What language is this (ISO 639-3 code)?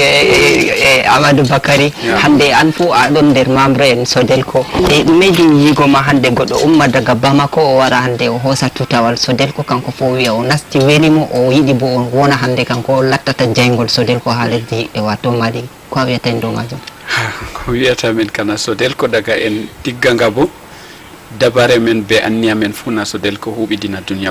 ful